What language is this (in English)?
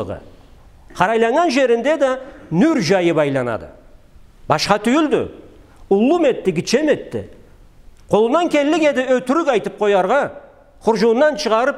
Karachay-Balkar